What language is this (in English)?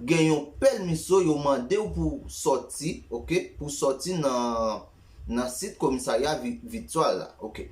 Haitian Creole